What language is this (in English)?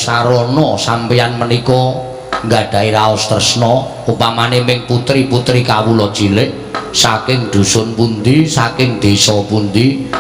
Javanese